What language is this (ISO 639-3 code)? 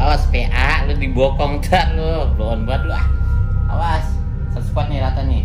bew